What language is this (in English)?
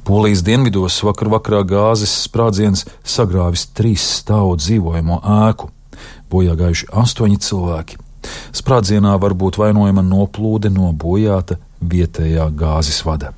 Latvian